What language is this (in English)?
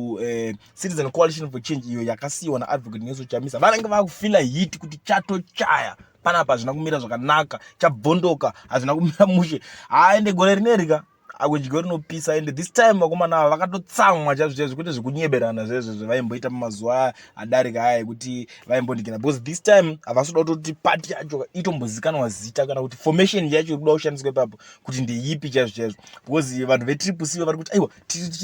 Shona